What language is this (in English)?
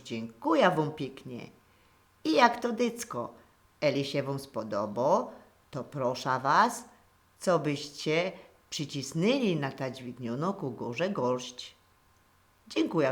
Silesian